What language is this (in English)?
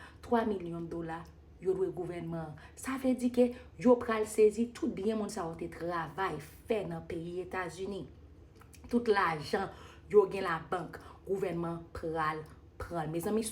Haitian Creole